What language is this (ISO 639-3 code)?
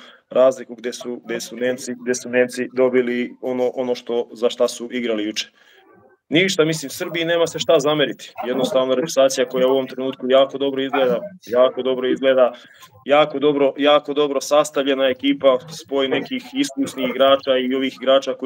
srp